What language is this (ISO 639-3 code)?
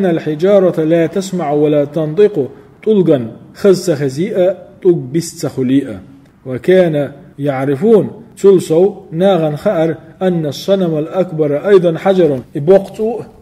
che